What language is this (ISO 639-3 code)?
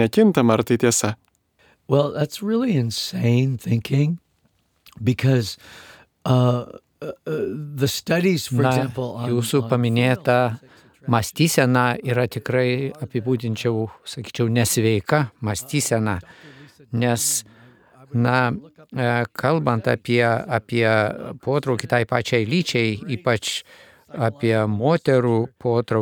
lit